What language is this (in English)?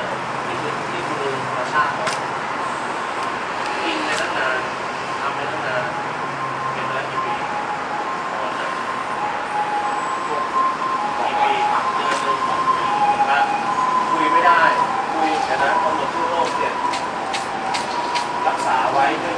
Thai